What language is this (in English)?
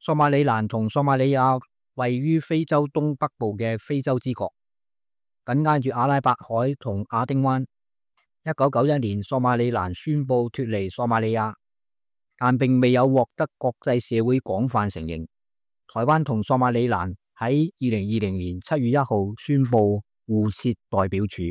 Cantonese